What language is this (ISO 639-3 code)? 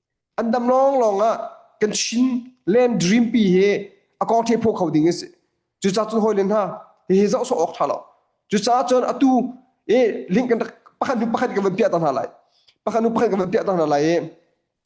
cnh